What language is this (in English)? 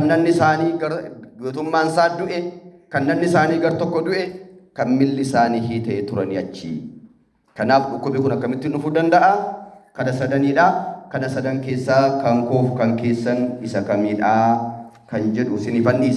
Oromo